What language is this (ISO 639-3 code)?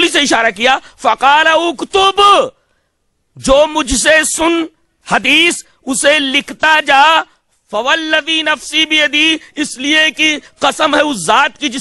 urd